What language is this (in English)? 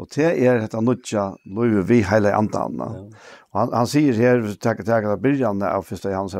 Faroese